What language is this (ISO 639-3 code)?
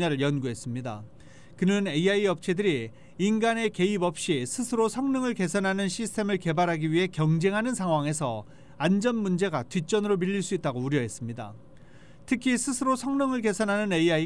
kor